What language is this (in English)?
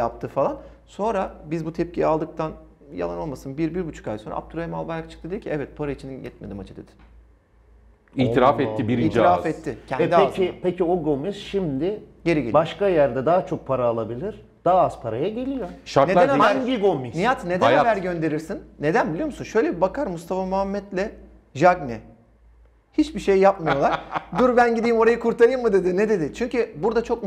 Turkish